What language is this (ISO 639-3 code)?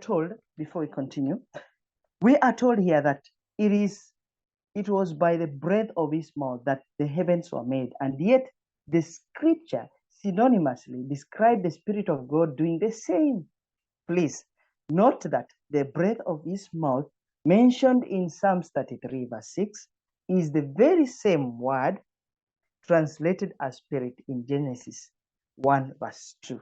eng